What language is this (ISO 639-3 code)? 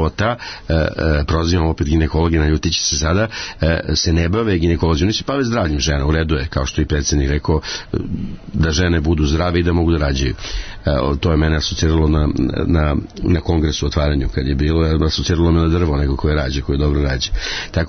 srp